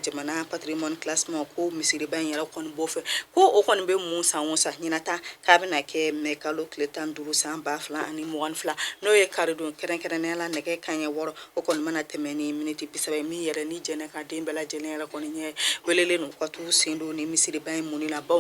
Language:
Bambara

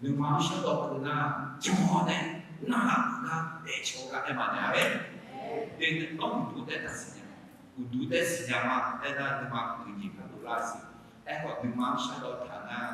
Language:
Akha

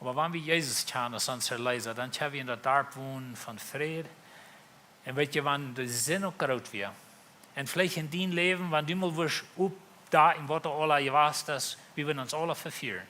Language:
Plautdietsch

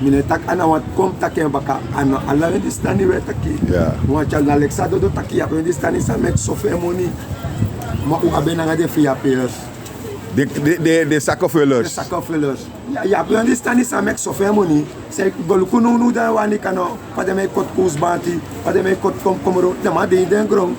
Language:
Sranan Tongo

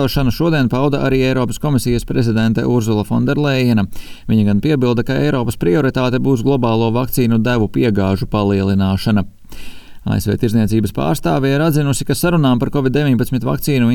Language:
Latvian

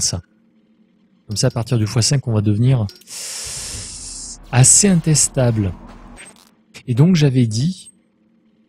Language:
French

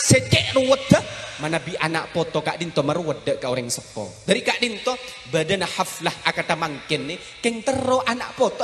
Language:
Madurese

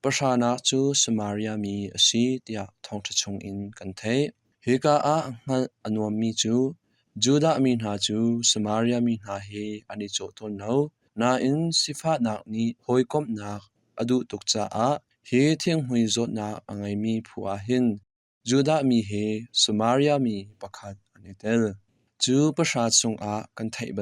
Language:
Hakha Chin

